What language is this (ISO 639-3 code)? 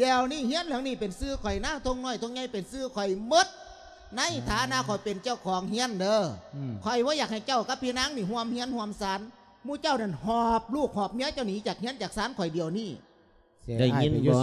lao